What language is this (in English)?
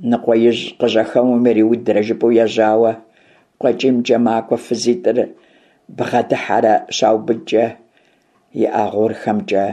Kabardian